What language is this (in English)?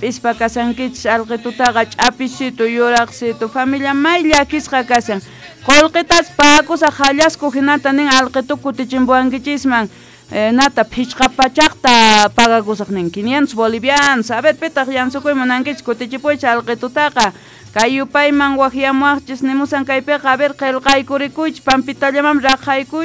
South Bolivian Quechua